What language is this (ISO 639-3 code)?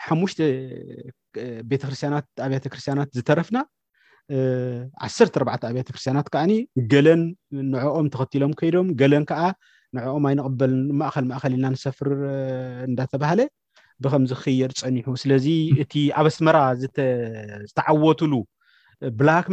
tir